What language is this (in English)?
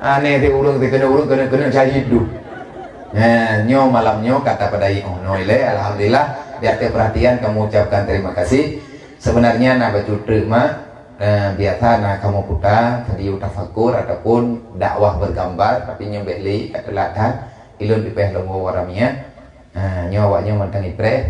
Achinese